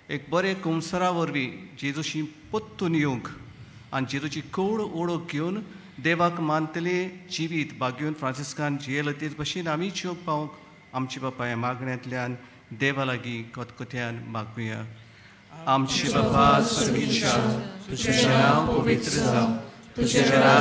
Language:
Konkani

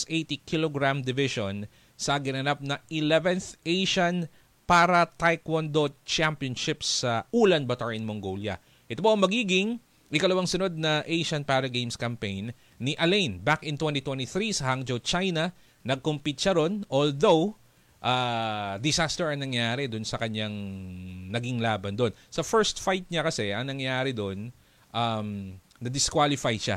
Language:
Filipino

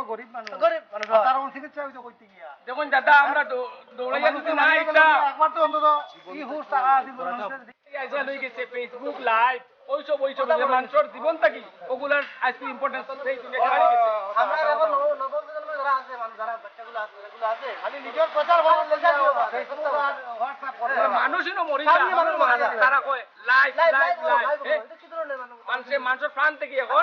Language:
Sylheti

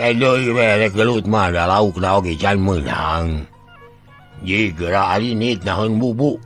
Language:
Sundanese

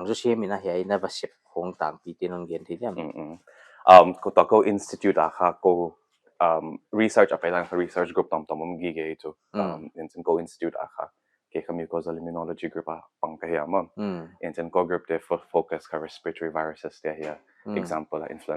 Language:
Paite Chin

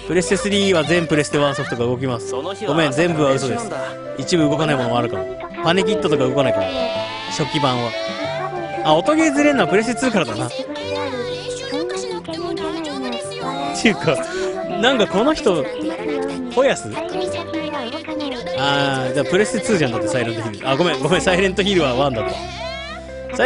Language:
Japanese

